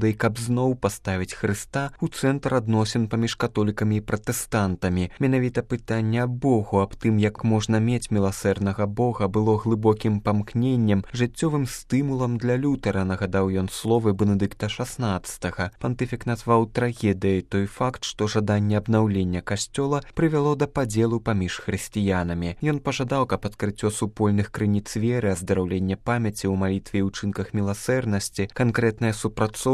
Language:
Belarusian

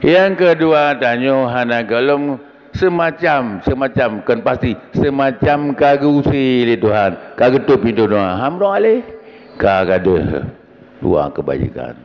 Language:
Achinese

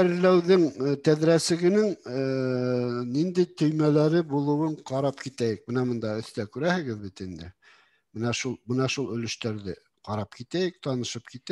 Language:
Bashkir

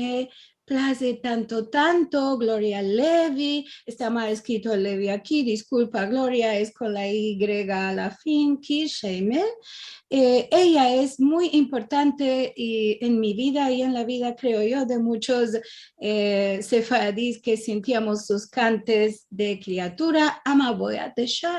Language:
Ladino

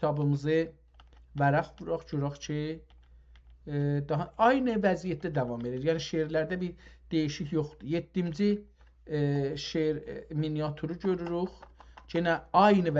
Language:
South Azerbaijani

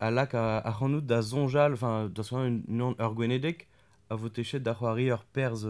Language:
Breton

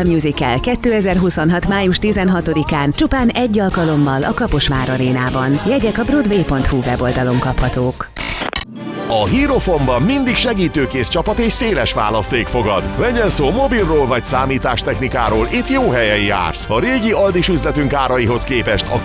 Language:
Hungarian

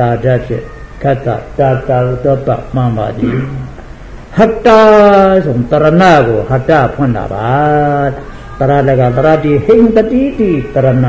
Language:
Burmese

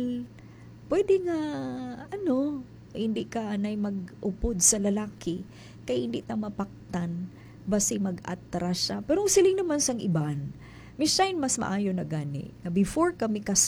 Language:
Hiligaynon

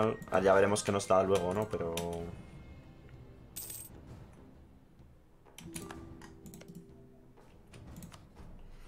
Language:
Spanish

